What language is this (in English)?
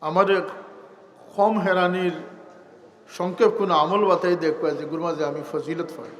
Sylheti